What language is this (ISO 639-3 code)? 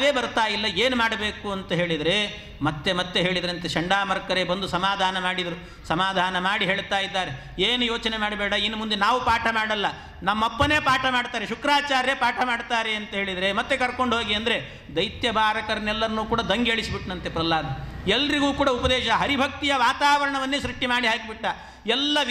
kan